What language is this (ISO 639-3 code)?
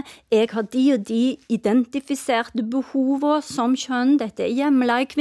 nor